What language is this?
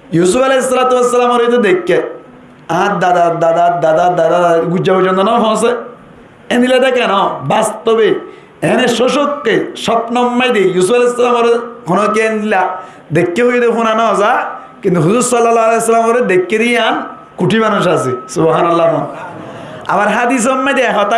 Rohingya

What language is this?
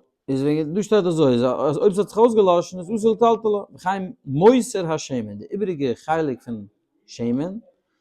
Yiddish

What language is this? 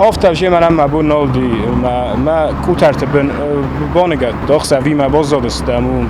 Ossetic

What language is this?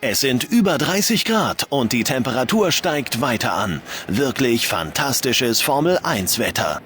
Bavarian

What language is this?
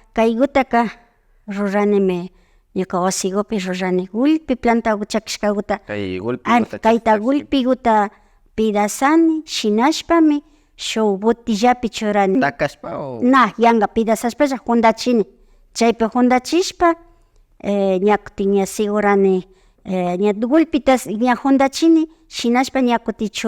Imbabura Highland Quichua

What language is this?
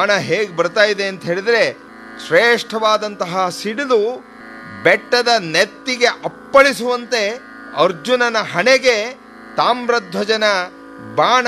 Kannada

